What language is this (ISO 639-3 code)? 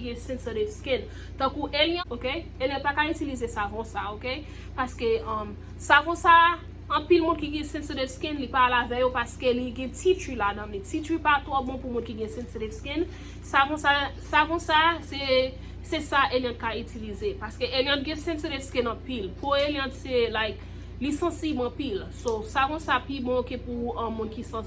hat